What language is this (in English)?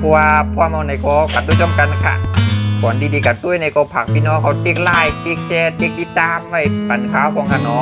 Shan